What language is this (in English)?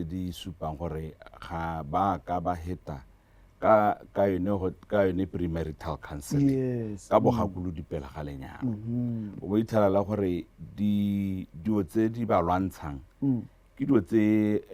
Tswana